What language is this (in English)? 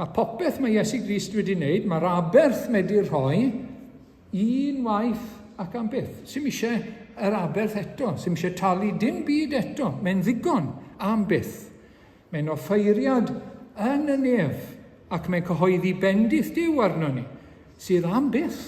Welsh